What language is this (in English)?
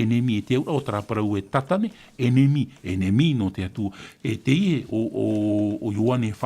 Tahitian